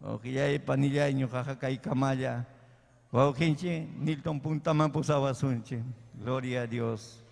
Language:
Ayacucho Quechua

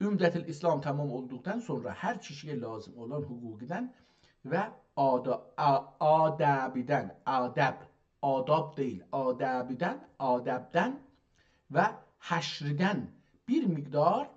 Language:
South Azerbaijani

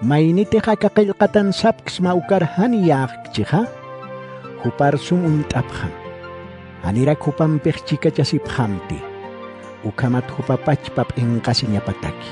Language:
Aymara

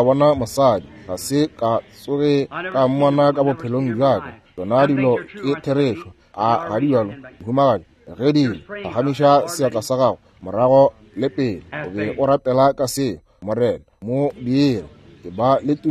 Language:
Northern Sotho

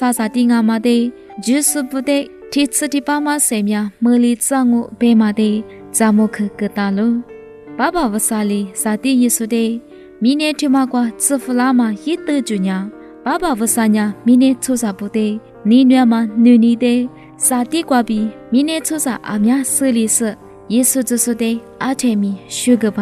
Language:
Lisu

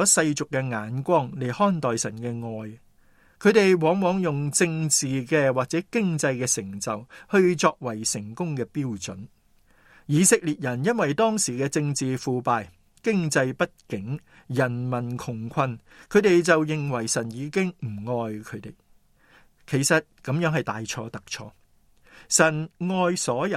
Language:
Cantonese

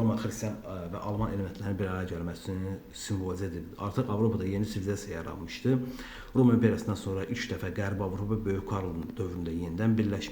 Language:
Azerbaijani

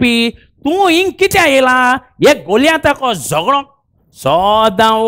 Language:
Konkani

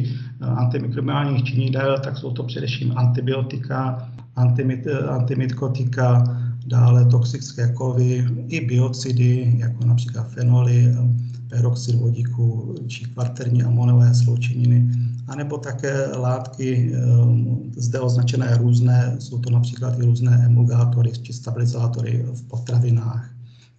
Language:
Czech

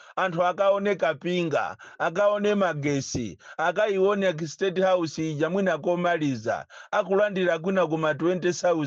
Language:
Nyanja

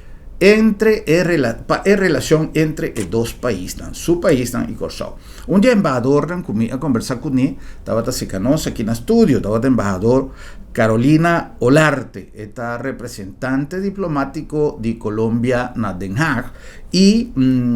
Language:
Papiamento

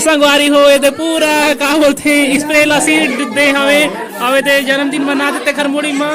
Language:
Chhattisgarhi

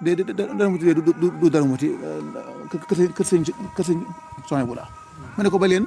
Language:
Wolof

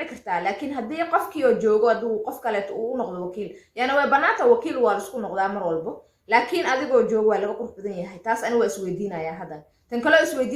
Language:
Somali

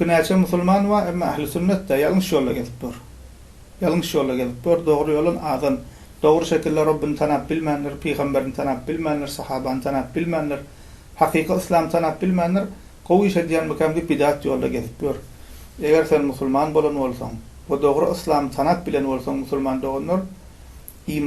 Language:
Turkmen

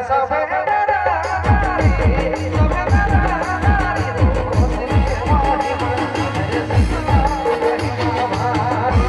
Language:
Sadri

